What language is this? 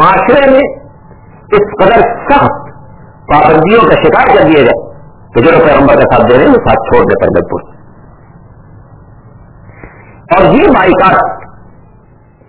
Urdu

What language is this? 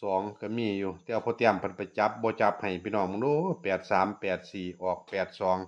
Northeastern Thai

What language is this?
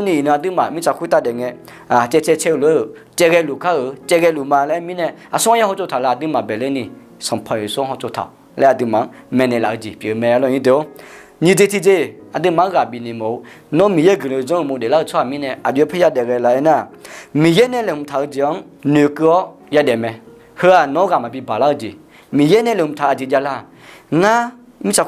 Akha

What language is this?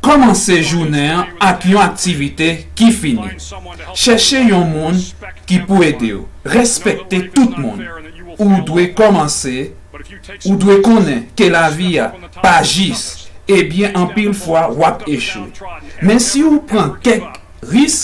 Haitian Creole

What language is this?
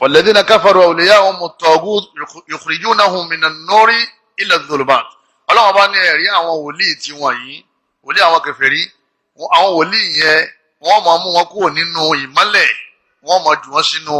Yoruba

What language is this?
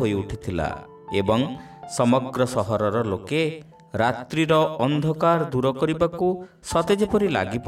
Odia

